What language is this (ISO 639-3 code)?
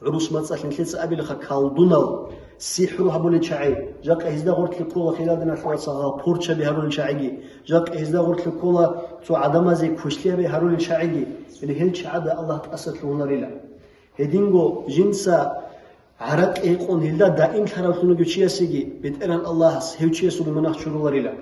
ava